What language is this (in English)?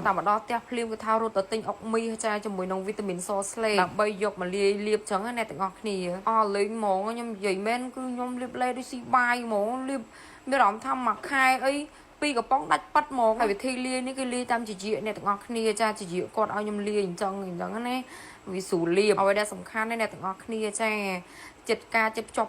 Khmer